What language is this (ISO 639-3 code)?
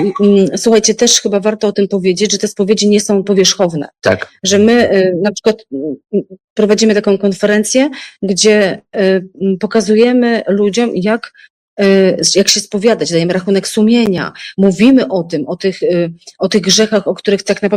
pol